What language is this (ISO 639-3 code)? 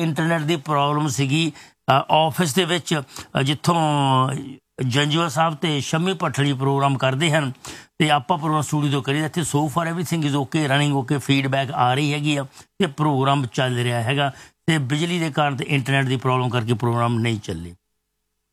pan